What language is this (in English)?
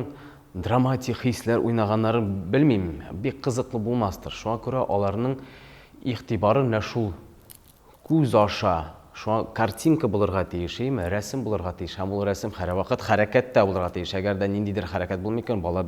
Tatar